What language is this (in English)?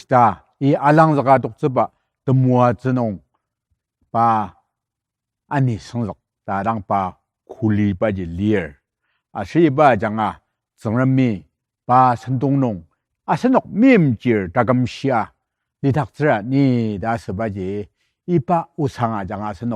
Ao Naga